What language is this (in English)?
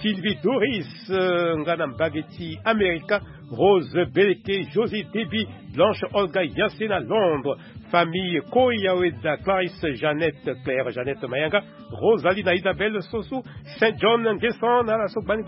Sango